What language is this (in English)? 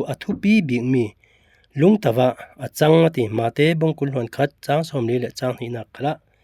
Falam Chin